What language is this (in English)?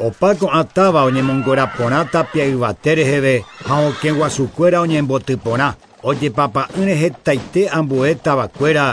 Guarani